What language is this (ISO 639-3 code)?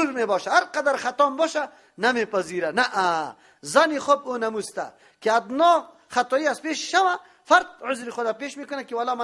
fas